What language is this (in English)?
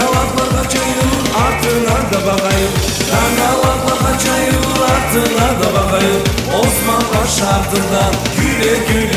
Crimean Tatar